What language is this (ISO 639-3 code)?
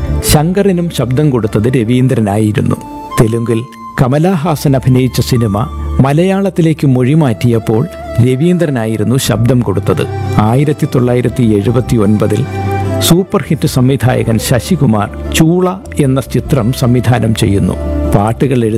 mal